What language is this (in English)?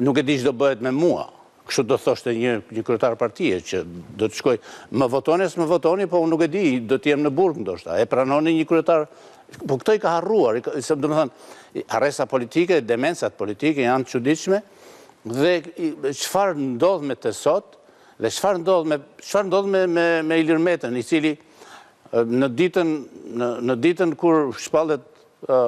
Albanian